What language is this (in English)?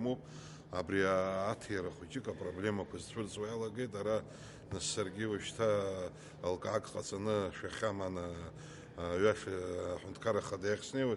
Abkhazian